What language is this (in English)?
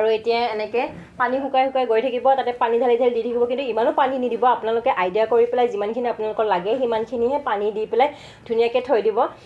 Assamese